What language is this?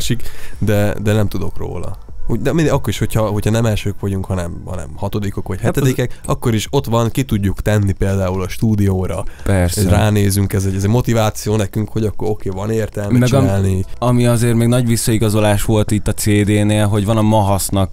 Hungarian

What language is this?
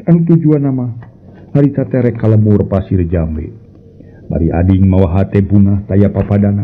Sundanese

